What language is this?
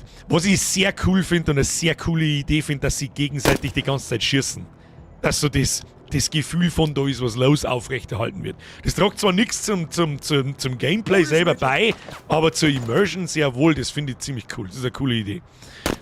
Bavarian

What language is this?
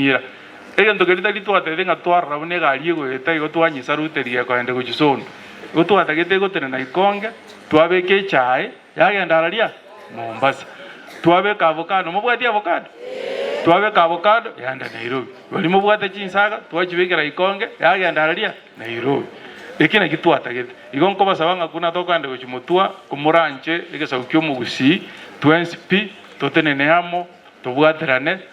Gusii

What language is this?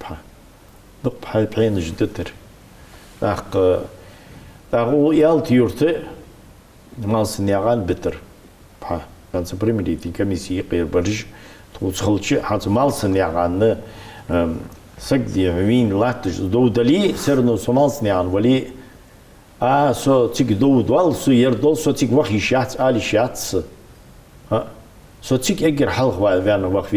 Ingush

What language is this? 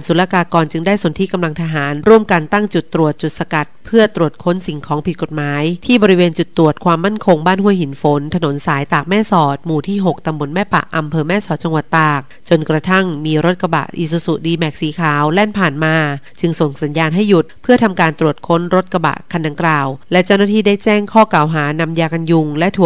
Thai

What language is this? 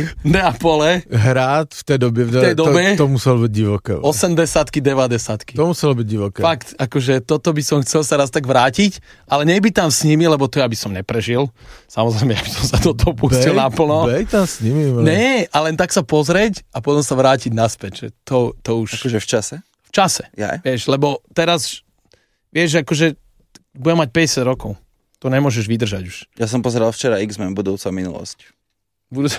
Slovak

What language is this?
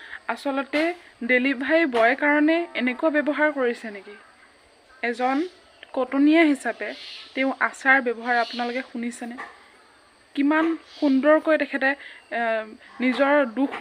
Assamese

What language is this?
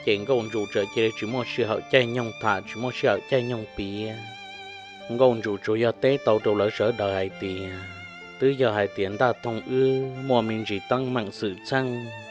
Hmong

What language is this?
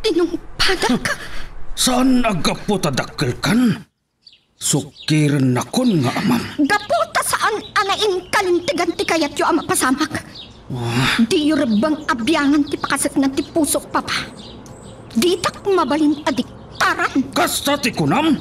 Iloko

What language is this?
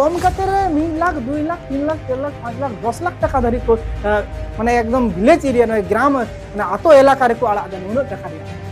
Santali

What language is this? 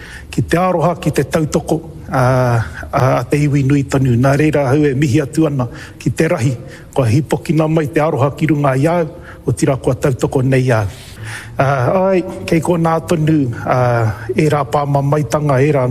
Māori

